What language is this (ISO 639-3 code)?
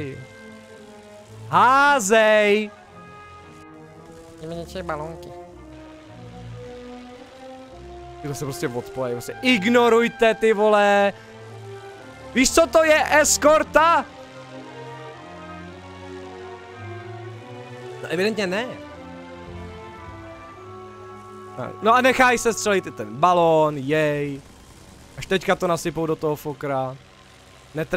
ces